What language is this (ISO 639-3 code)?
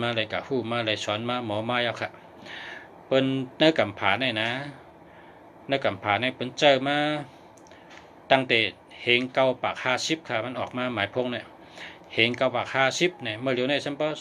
shn